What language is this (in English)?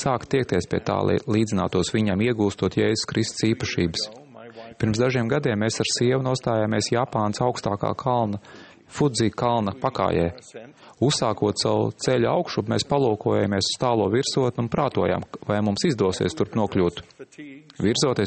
Latvian